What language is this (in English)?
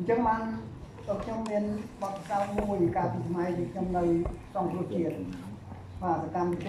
Khmer